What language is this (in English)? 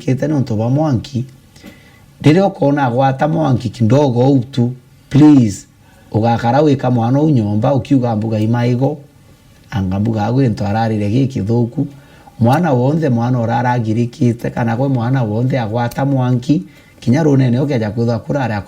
Meru